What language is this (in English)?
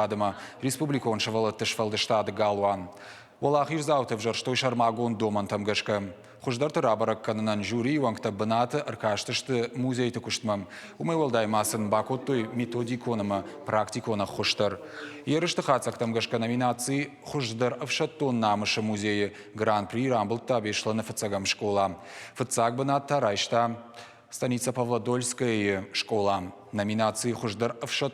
Ossetic